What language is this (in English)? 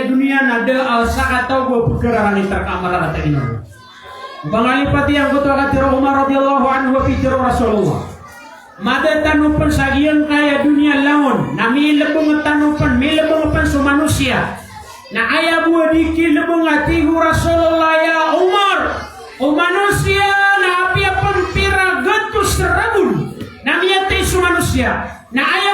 Maranao